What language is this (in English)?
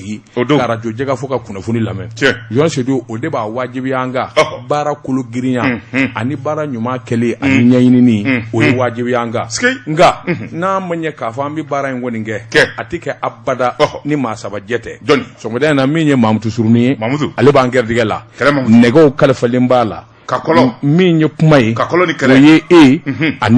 Bambara